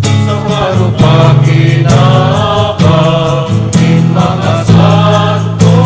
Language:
Bikol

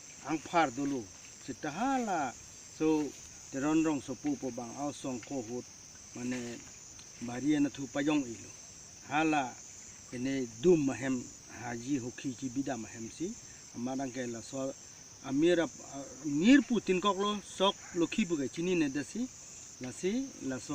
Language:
Karbi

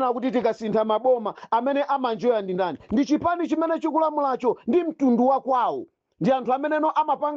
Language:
Nyanja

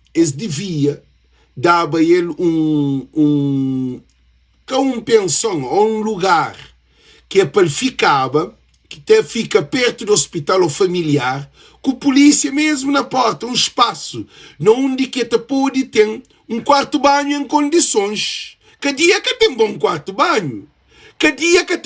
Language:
Kabuverdianu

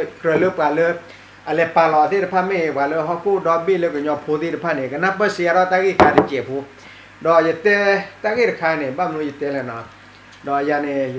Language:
S'gaw Karen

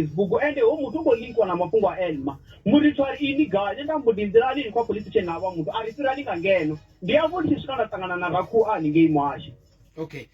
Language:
Venda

